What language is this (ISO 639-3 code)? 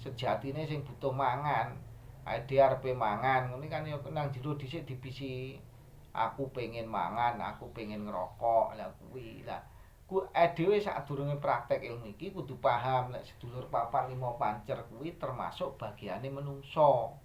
jav